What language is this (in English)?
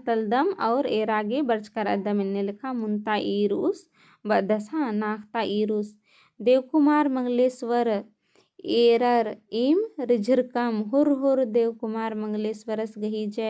Kurukh